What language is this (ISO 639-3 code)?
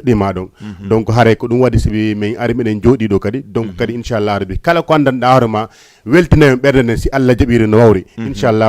ful